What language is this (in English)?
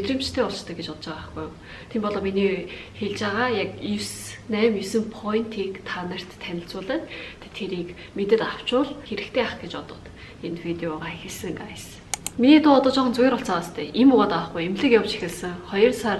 Mongolian